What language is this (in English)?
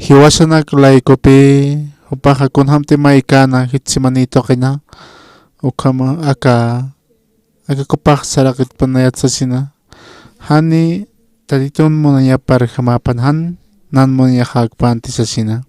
Aymara